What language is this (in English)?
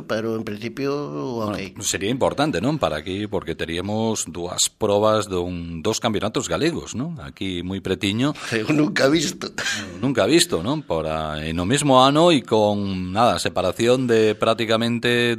Galician